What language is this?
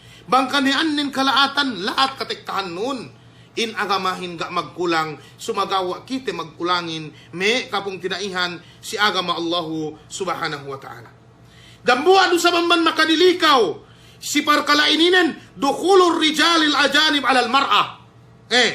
Yakan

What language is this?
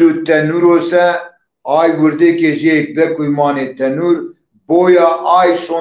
Zaza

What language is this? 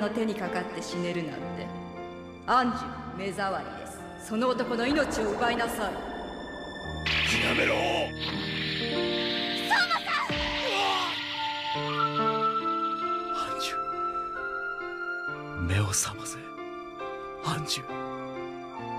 Japanese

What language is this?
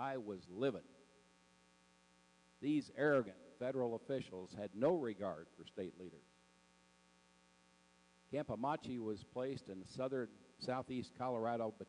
English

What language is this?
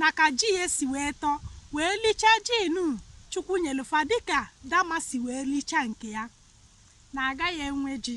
Igbo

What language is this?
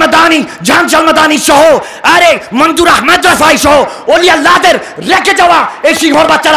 Bangla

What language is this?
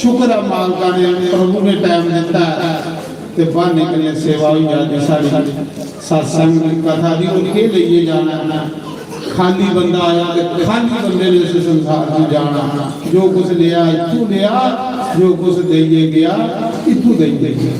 Dogri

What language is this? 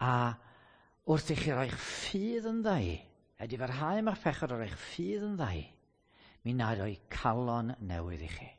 Welsh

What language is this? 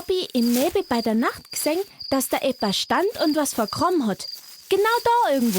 Bavarian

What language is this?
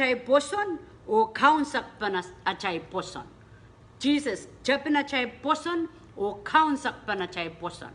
Pohnpeian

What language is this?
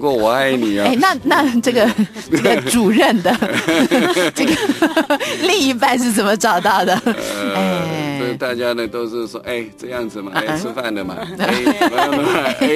Chinese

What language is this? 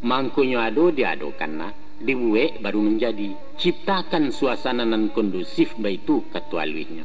Minangkabau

